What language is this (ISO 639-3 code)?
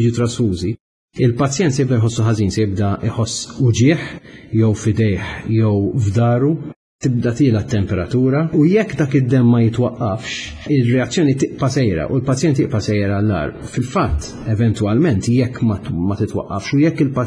mlt